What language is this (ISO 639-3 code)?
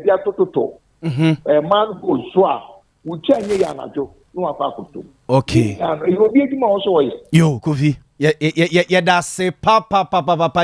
aka